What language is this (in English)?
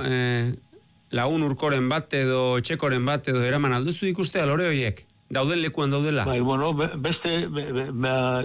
Basque